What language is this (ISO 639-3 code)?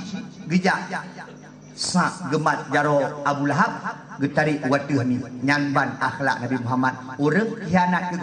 ace